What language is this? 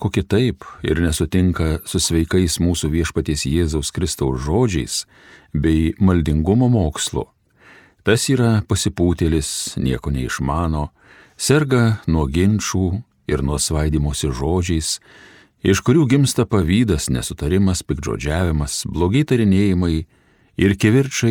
Lithuanian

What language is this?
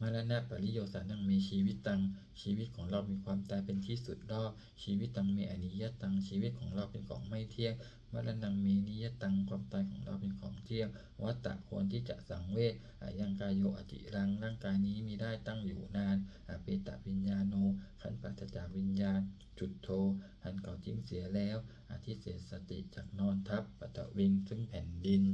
Pali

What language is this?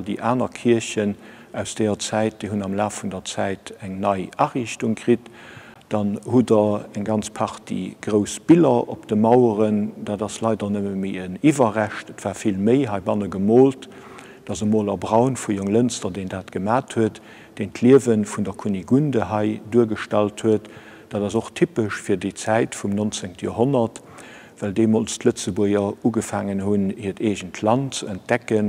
Luxembourgish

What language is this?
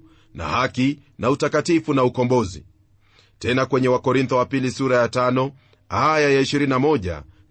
Swahili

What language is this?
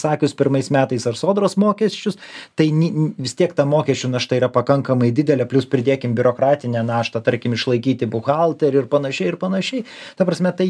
Lithuanian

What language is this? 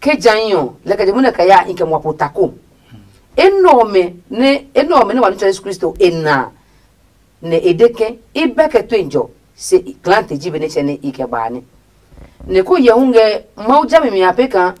Adangme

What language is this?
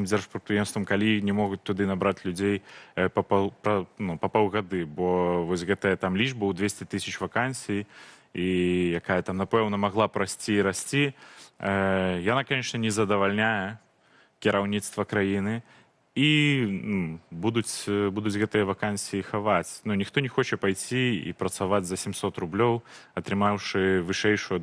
Belarusian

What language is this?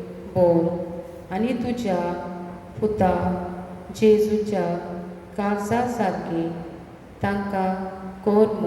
Konkani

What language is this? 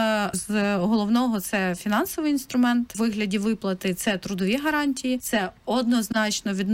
Ukrainian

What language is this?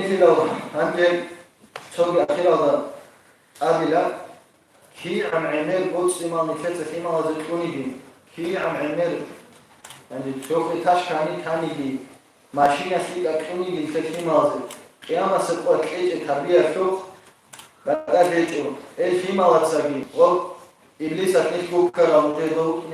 Avaric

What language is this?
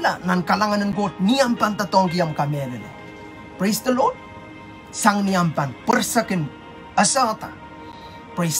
Pohnpeian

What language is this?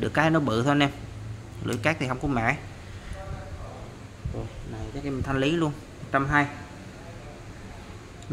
Vietnamese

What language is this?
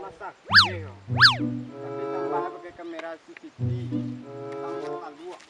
Minangkabau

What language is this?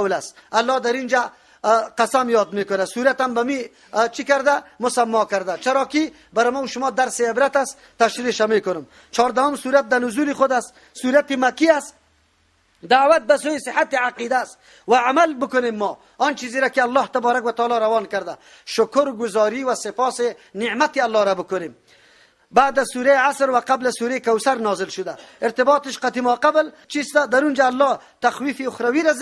Persian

